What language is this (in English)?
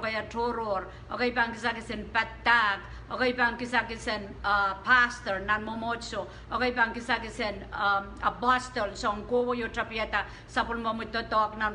Pohnpeian